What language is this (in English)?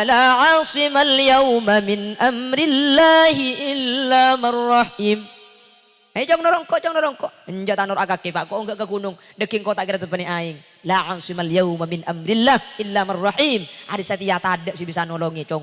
Madurese